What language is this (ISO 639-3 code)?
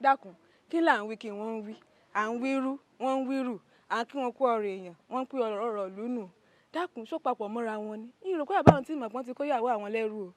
yor